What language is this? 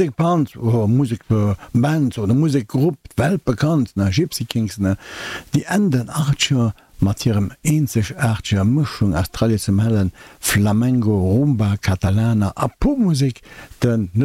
Luxembourgish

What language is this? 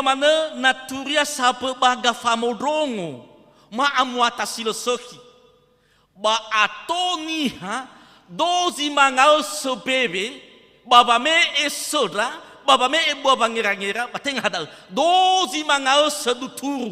Nias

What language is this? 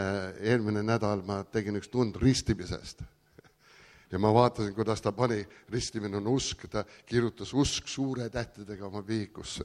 Estonian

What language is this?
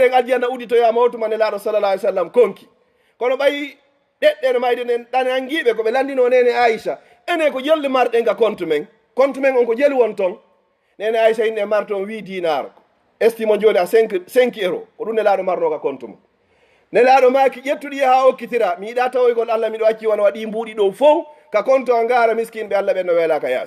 Fula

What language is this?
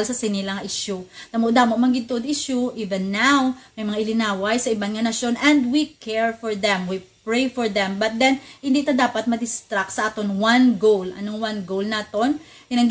Hiligaynon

